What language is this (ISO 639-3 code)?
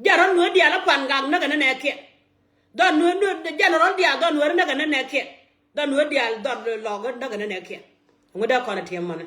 nus